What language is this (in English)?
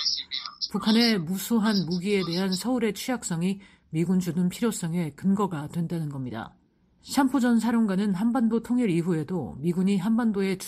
Korean